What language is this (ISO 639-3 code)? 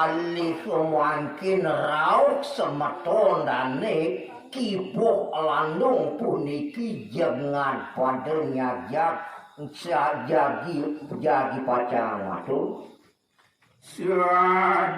ban